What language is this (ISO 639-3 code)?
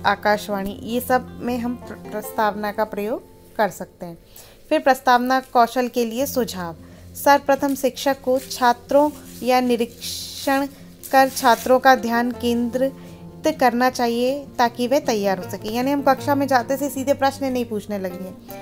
hin